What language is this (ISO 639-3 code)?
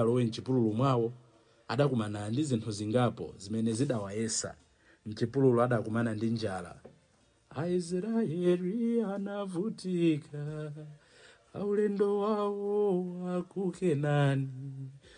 nya